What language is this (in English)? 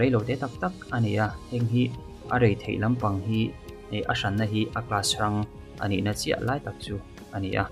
Mizo